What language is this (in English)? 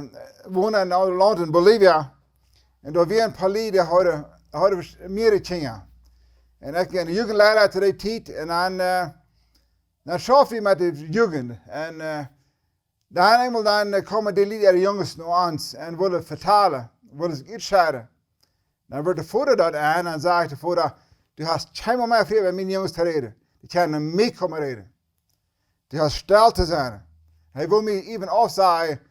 Plautdietsch